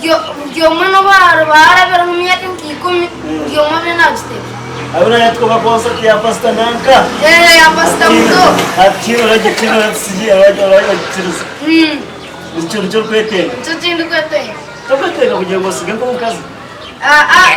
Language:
Nyankole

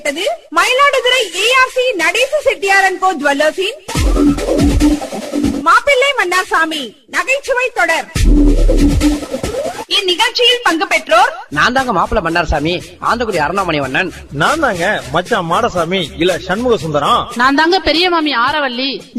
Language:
Tamil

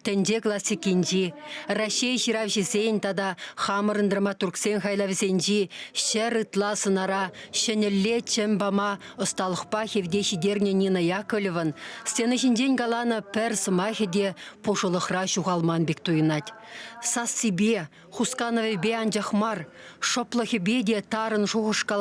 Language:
Chuvash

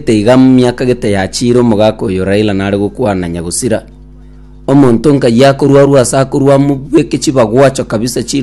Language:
Gusii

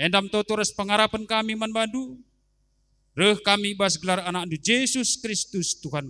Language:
Batak Karo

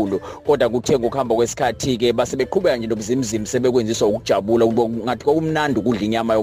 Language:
Zulu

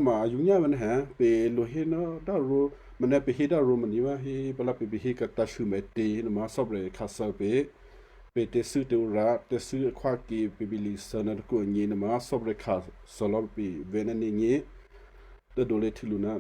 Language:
Western Kayah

